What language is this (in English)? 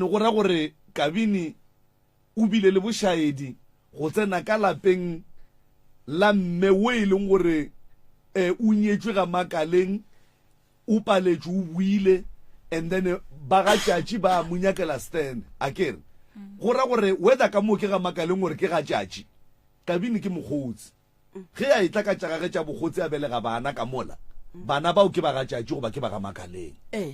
Northern Sotho